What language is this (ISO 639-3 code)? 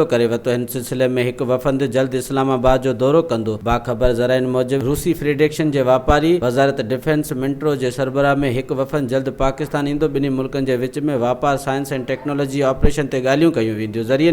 snd